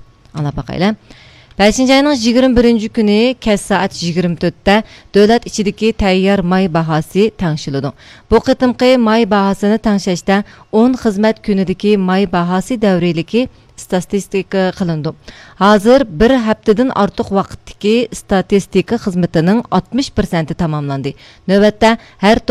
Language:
Uyghur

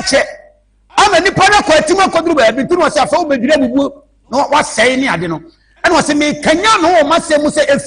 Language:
Akan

